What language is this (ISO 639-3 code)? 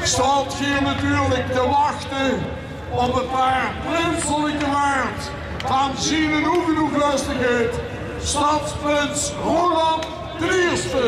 lim